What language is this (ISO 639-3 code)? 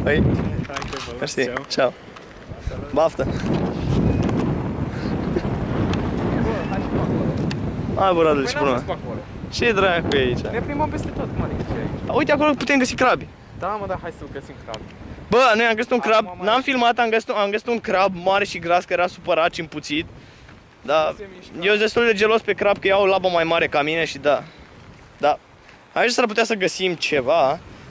ron